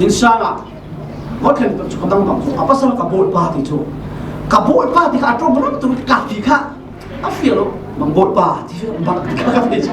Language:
Falam Chin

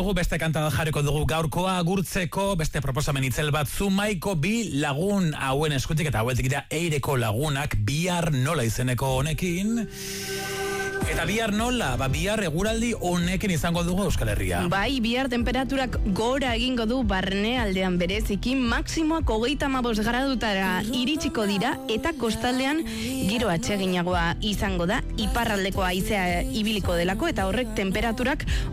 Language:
Basque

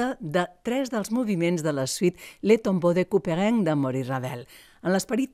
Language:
Catalan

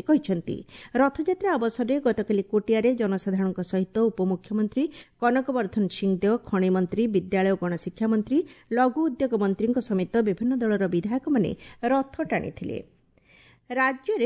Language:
Odia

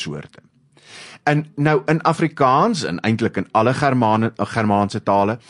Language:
Afrikaans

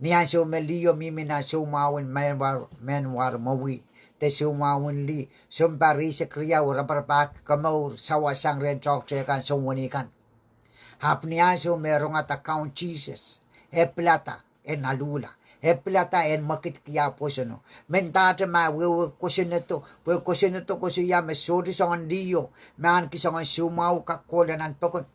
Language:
Pohnpeian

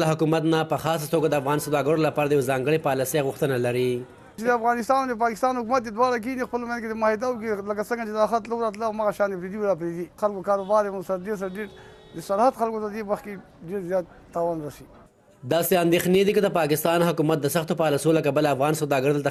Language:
Pashto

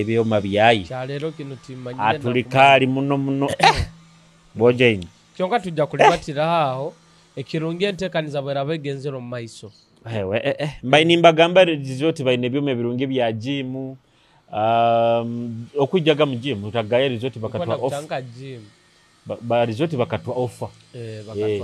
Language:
Nyoro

